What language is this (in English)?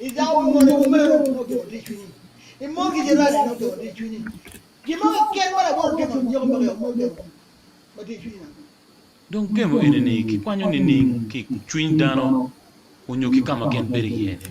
Acoli